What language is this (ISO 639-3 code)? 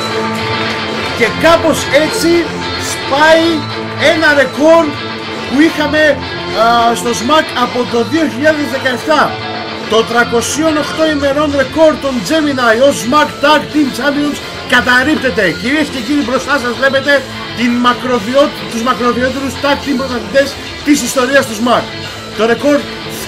ell